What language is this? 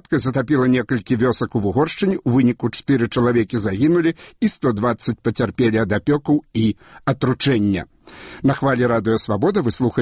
Belarusian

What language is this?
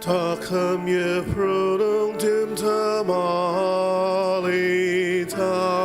Ao Naga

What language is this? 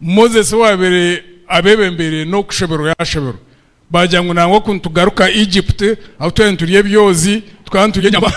Nyankole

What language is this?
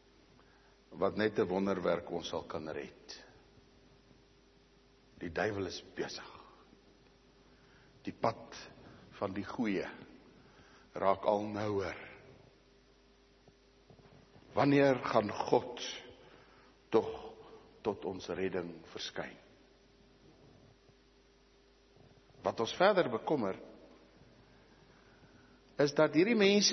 Afrikaans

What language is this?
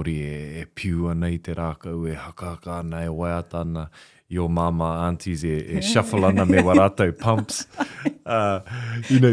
Māori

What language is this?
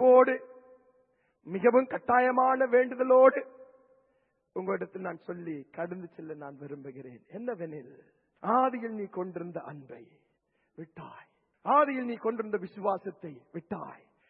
Tamil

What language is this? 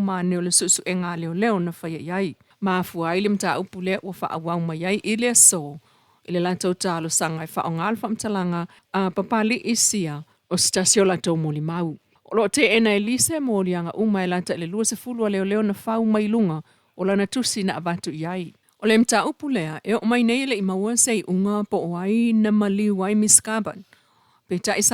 Samoan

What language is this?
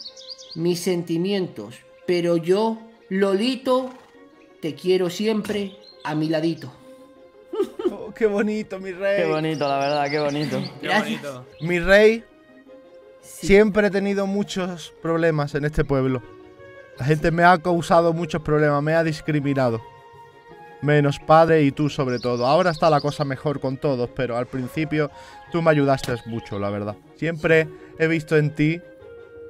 Spanish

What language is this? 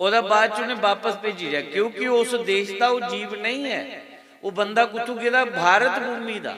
Dogri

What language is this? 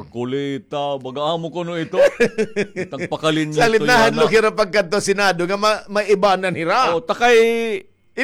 Waray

